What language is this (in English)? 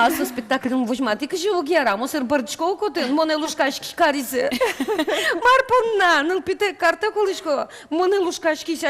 Udmurt